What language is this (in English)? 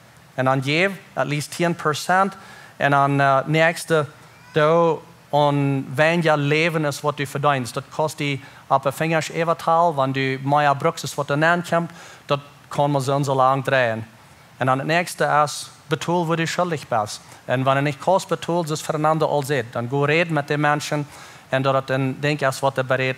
Plautdietsch